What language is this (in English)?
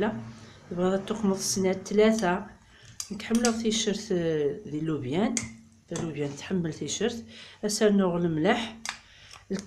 Kabyle